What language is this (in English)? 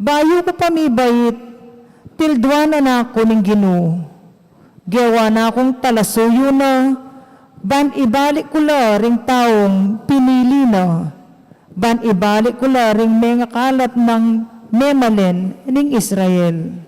Pampanga